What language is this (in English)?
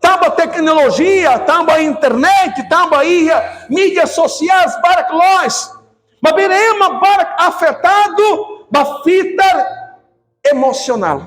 Tetum